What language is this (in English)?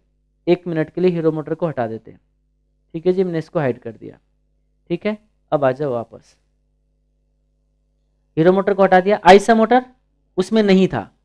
Hindi